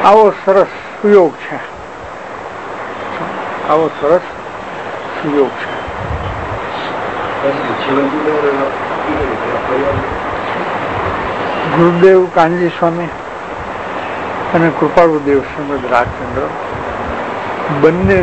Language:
Gujarati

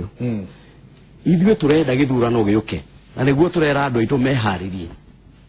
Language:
Kikuyu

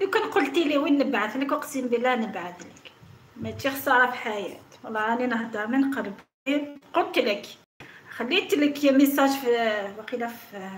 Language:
Algerian Arabic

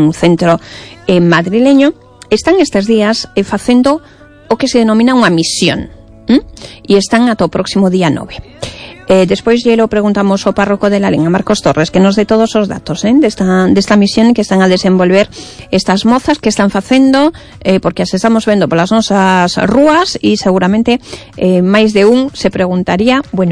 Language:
Galician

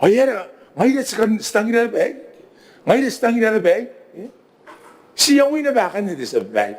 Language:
Gilbertese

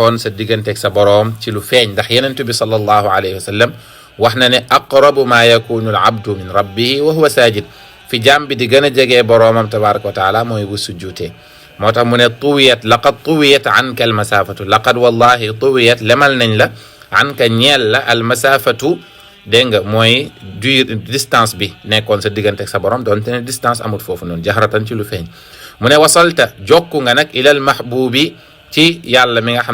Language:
Wolof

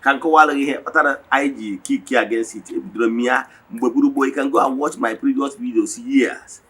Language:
Igbo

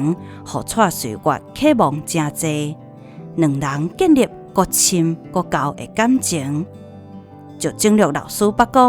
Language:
Min Nan Chinese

